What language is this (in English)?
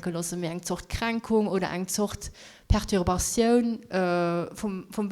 Luxembourgish